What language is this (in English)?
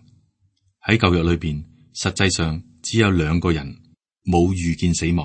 Cantonese